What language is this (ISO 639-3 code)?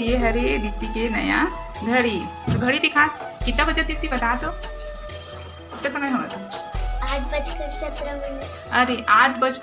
hne